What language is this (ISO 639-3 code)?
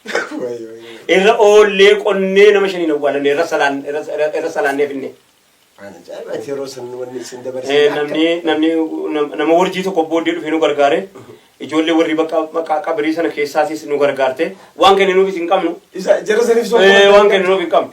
orm